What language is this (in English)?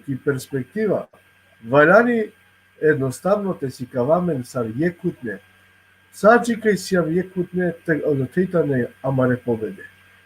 Balkan Romani